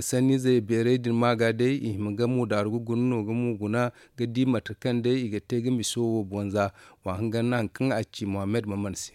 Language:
Zarma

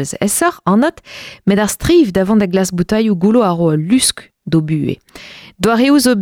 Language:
Breton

